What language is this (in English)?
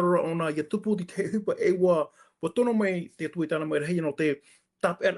Tahitian